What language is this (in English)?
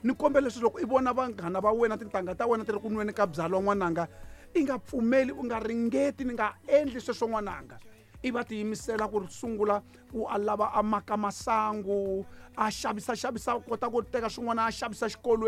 Tsonga